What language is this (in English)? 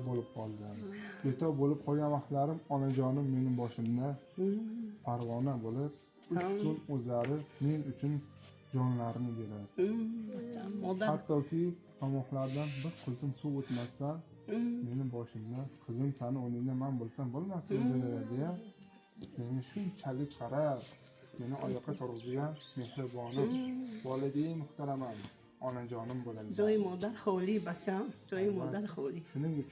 Uzbek